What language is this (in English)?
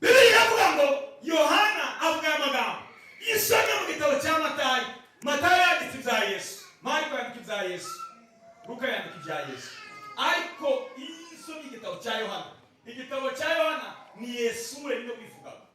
Kinyarwanda